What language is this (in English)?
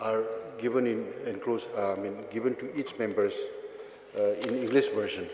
Khasi